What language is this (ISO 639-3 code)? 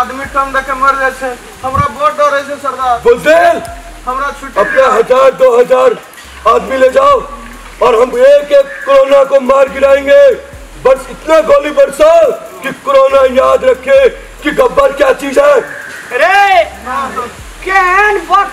mai